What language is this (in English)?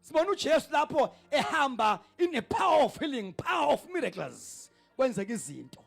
Zulu